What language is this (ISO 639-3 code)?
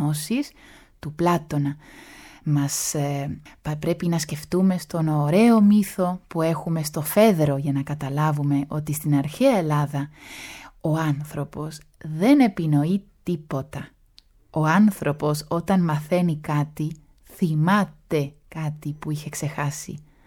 ell